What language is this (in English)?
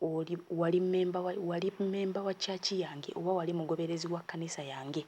Ganda